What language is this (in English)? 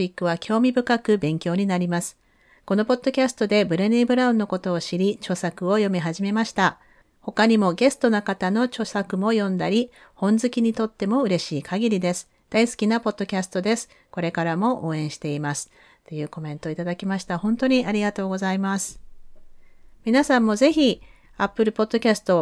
Japanese